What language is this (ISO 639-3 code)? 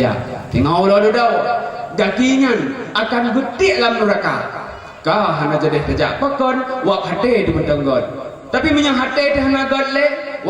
ace